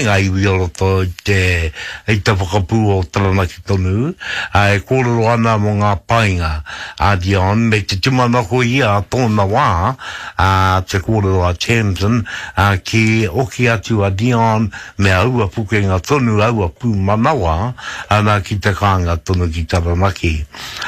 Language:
Māori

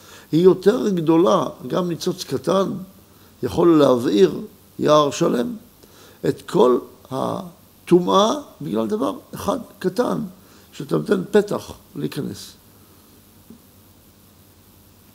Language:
Hebrew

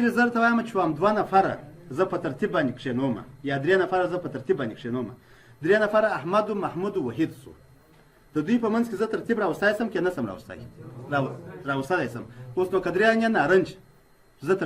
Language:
Pashto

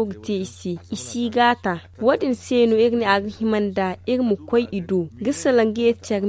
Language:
Zarma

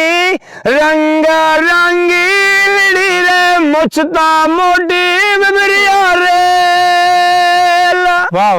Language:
Saraiki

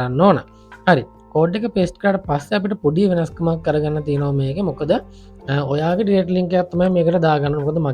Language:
Sinhala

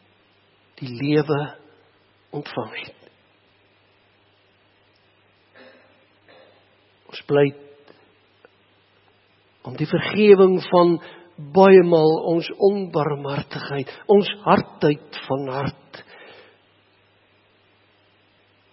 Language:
Afrikaans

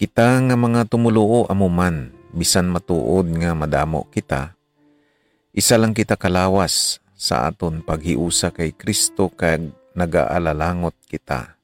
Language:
Hiligaynon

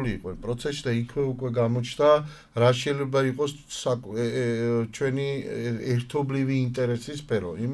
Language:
Georgian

